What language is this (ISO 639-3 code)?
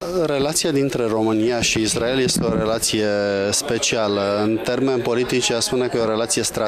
ron